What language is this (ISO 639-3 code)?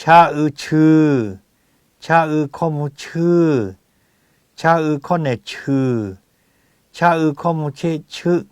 lhu